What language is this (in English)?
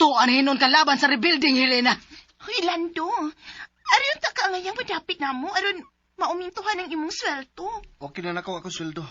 Cebuano